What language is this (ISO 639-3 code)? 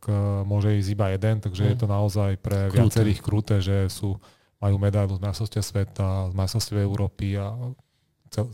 slk